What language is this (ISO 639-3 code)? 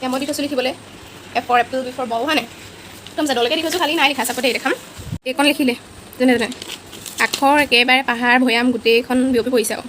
asm